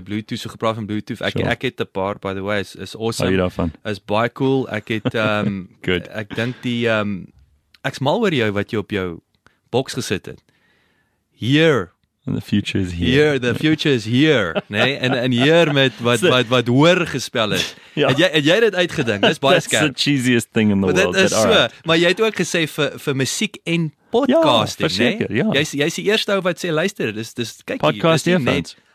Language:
Afrikaans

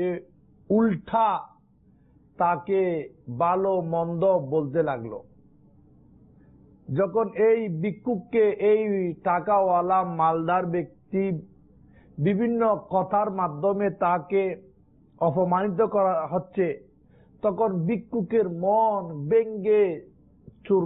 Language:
Bangla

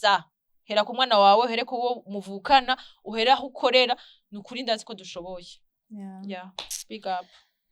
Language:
Rundi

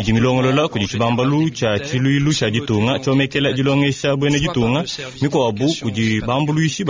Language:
Luba-Lulua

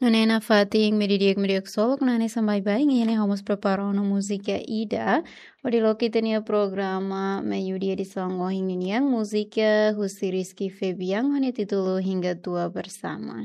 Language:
Tetum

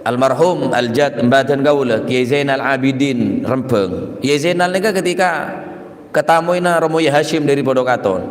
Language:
Madurese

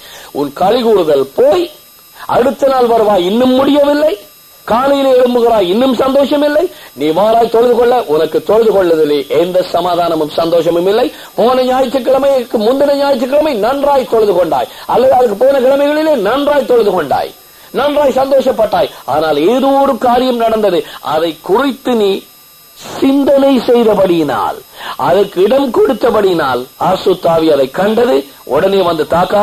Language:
Tamil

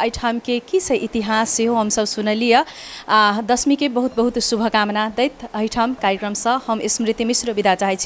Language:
Maithili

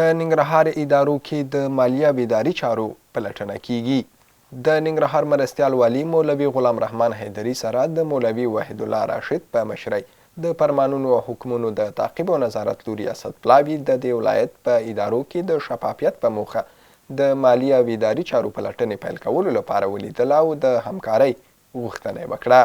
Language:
Pashto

